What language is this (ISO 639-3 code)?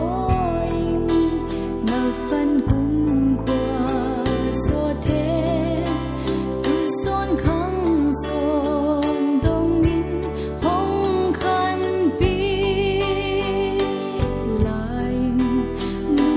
pck